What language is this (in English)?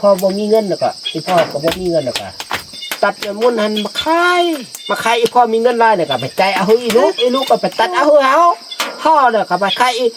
Northeastern Thai